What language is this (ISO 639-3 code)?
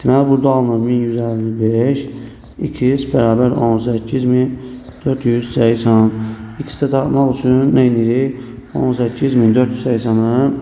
aze